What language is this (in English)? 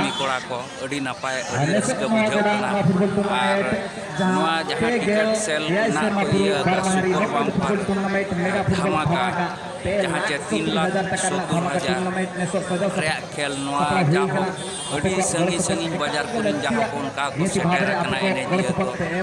Santali